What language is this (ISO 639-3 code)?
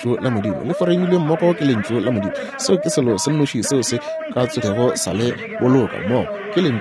nso